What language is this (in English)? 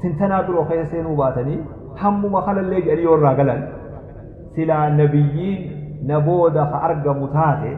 Oromo